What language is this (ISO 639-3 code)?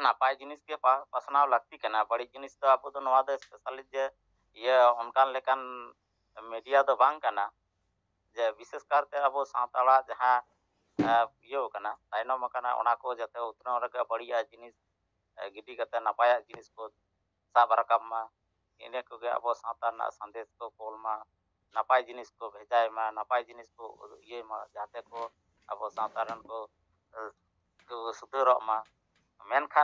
sat